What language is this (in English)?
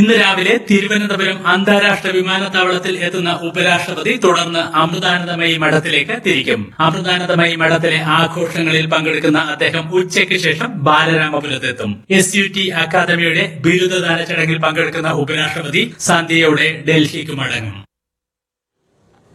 Malayalam